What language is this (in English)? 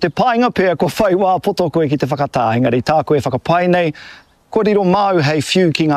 Māori